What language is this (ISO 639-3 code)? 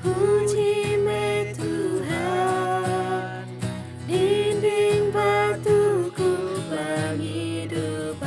iba